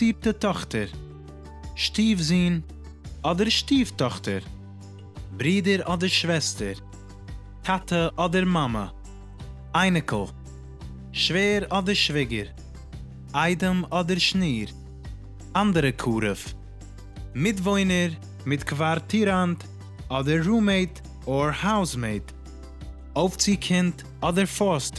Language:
Yiddish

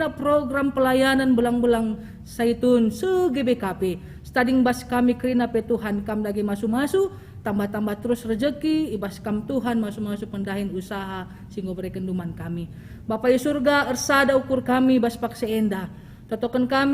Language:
Batak Karo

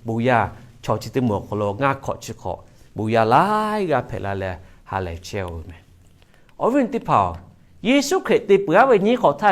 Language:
Lahu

